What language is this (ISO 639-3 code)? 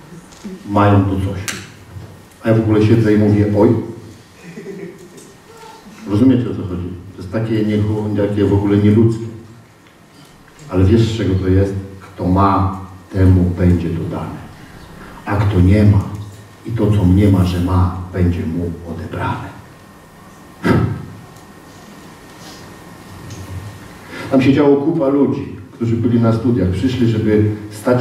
pol